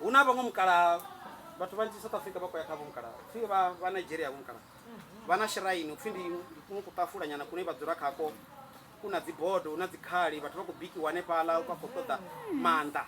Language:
Venda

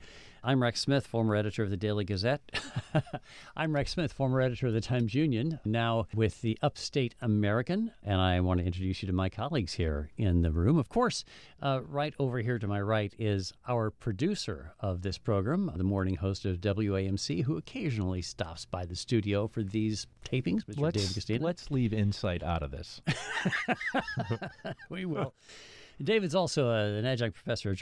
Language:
English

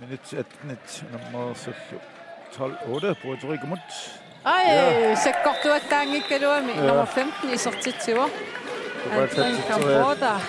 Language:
Kalaallisut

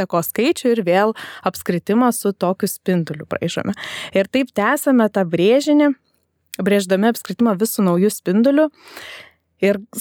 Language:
Lithuanian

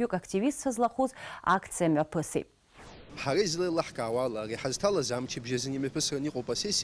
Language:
Abkhazian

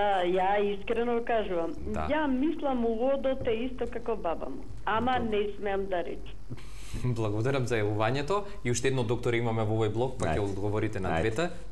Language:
Macedonian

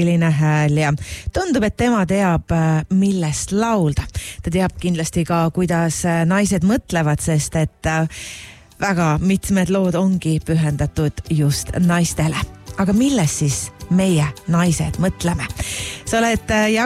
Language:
Estonian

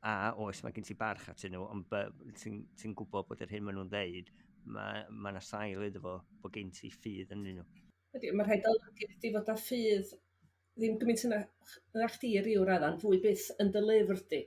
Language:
Welsh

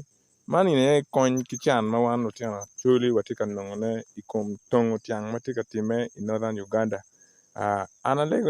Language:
Acoli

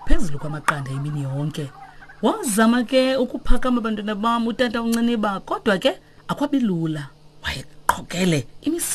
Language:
Xhosa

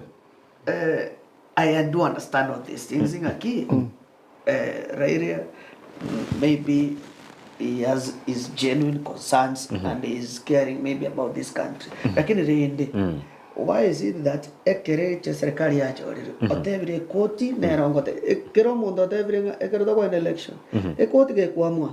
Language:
Gusii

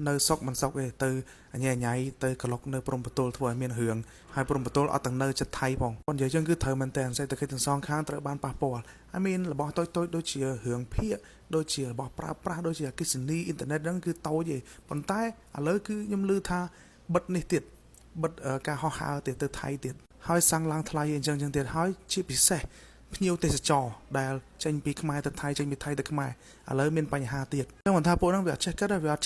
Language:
Khmer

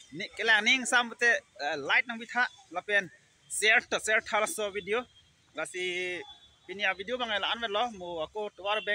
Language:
Karbi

